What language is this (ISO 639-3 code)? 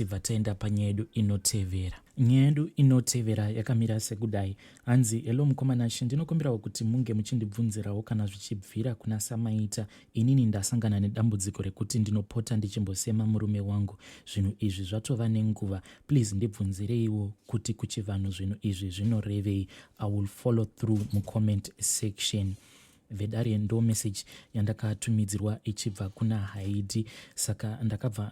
sna